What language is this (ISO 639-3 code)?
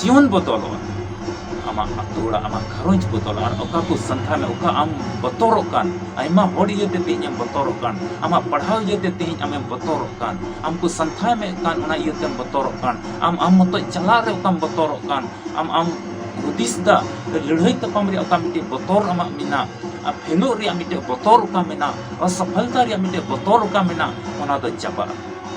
sat